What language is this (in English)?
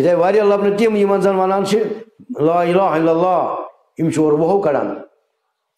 Kashmiri